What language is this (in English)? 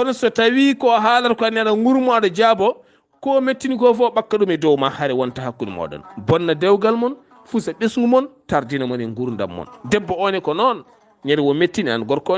Fula